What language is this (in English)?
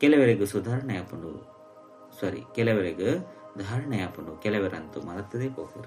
Tulu